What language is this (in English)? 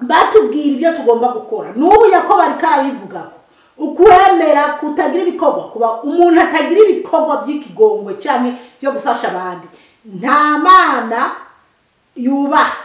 Rundi